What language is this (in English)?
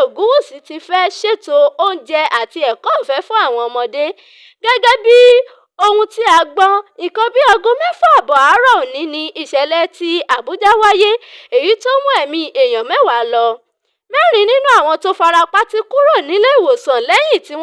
Yoruba